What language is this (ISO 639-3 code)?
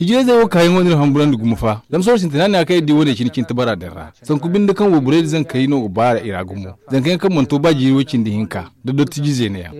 dje